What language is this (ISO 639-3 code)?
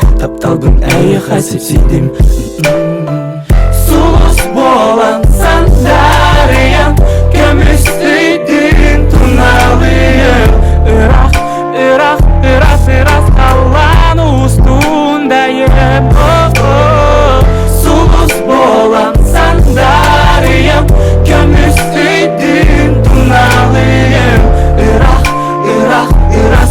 sah